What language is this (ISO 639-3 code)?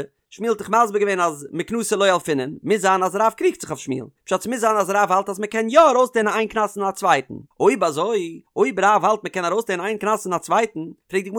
yid